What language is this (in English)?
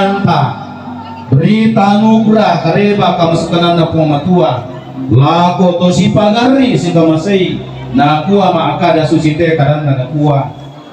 Toraja-Sa'dan